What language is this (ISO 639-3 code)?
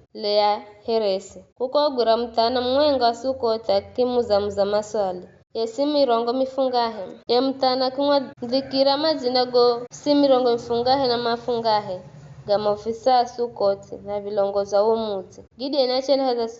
nyf